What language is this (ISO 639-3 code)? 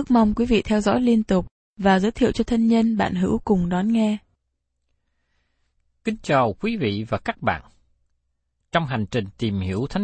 vie